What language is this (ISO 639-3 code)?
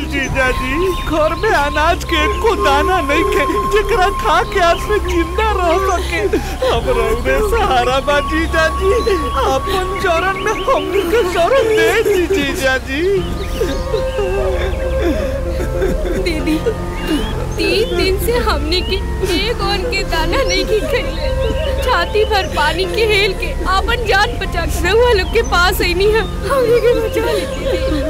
bho